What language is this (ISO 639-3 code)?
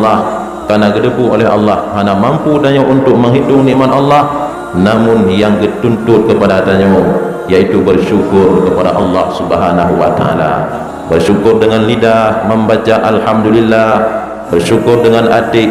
ace